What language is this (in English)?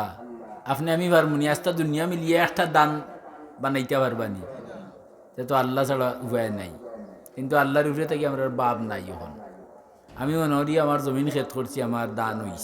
Sylheti